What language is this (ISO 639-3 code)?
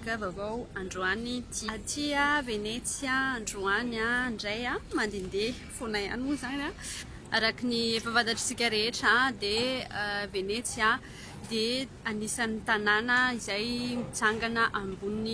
mlg